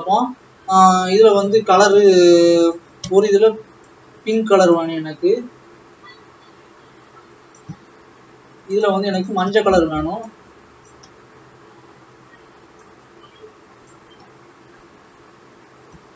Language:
Tamil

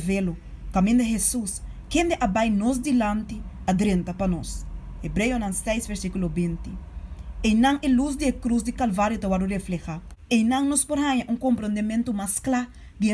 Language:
Papiamento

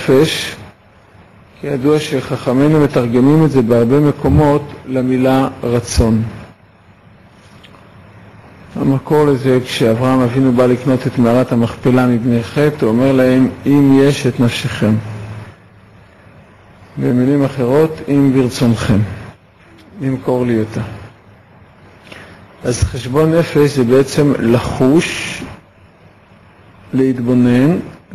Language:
Hebrew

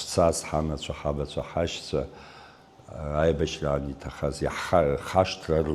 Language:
Abkhazian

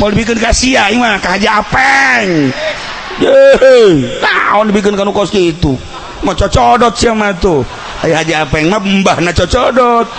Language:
Sundanese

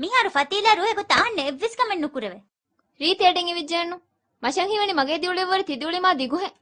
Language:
Divehi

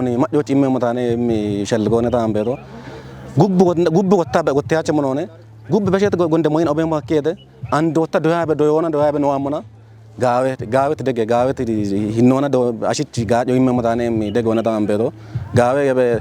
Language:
Kafa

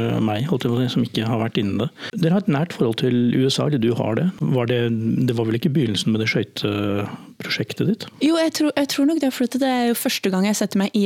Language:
Norwegian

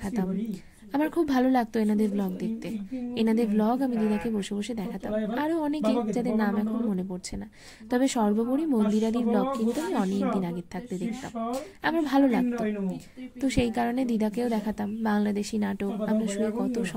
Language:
Bangla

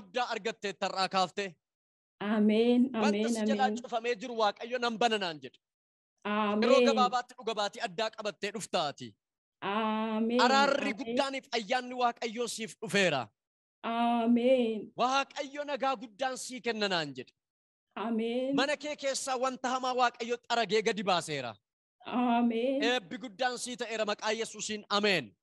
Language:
Oromo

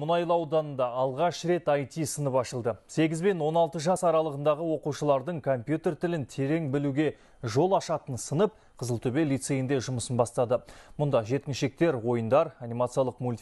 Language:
Kazakh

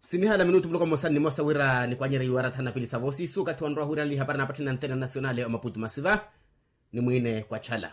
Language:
Makhuwa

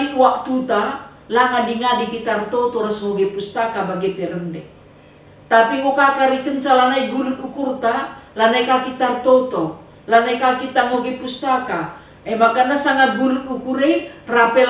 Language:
Batak Karo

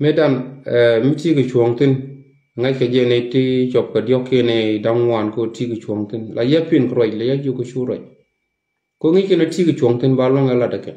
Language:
Nuer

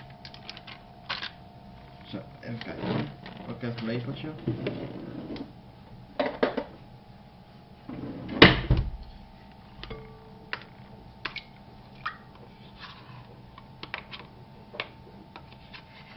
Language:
Dutch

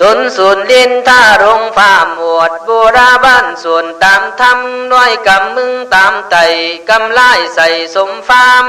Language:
Khün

